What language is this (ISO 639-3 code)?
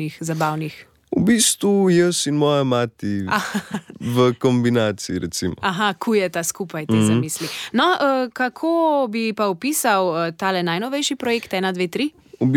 slv